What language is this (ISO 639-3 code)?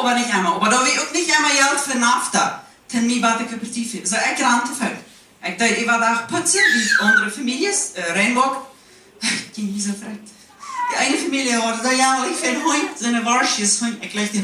pdt